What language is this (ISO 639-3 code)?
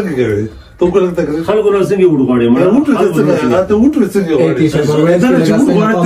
pus